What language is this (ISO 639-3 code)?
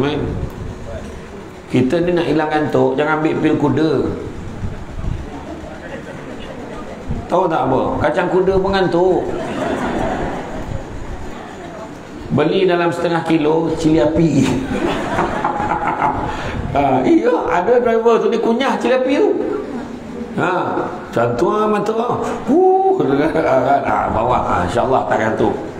msa